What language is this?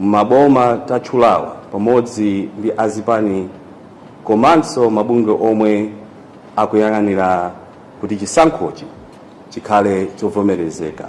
Nyanja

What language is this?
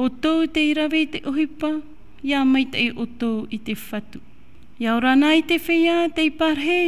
Tahitian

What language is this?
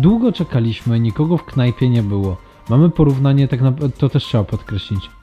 Polish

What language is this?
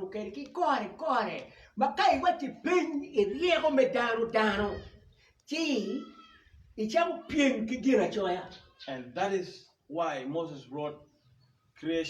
Acoli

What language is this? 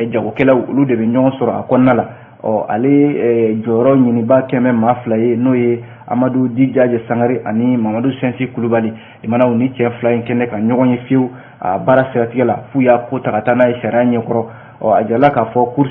Bambara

